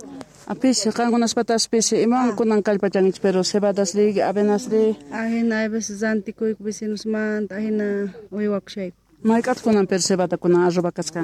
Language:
Quechua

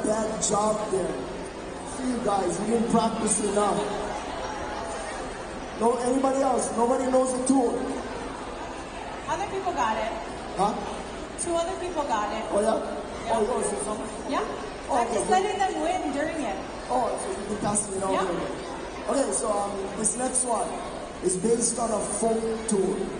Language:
English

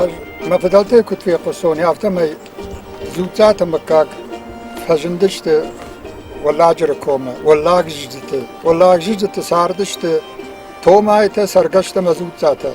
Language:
Ossetic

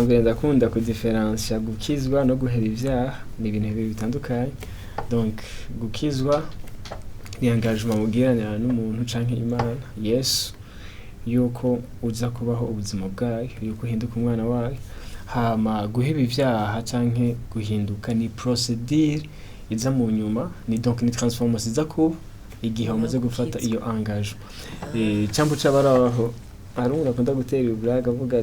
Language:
Rundi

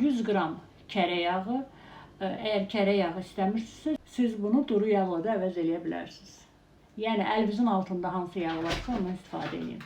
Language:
Azerbaijani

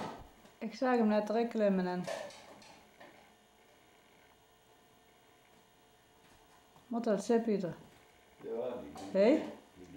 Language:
Dutch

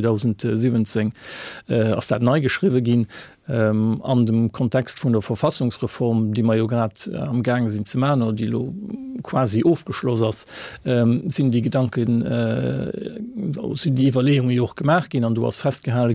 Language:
Luxembourgish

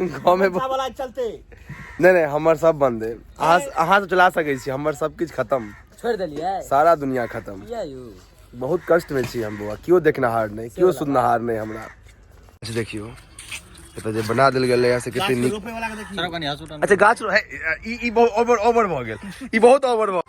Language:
Maithili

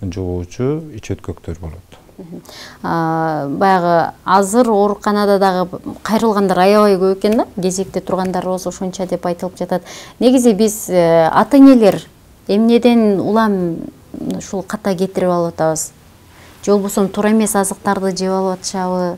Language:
Kyrgyz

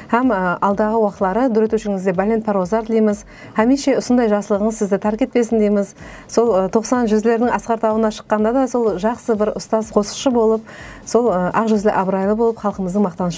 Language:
Kara-Kalpak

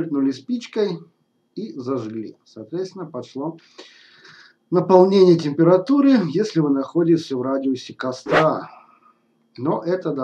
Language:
Russian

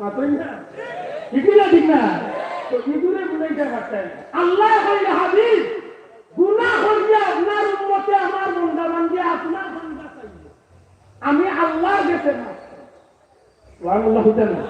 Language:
Sylheti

